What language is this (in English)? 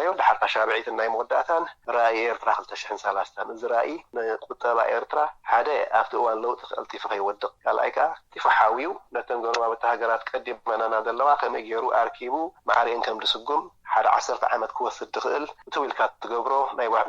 Tigrinya